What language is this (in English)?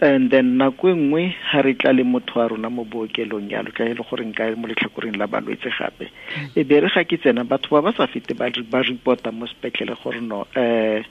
Tswana